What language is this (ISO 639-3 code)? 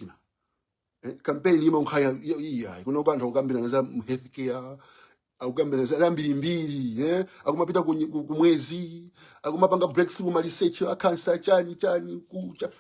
nya